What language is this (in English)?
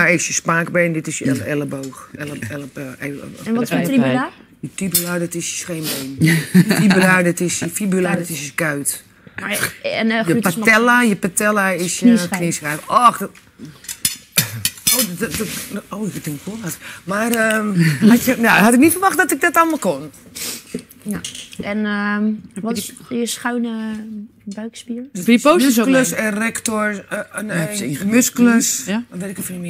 Dutch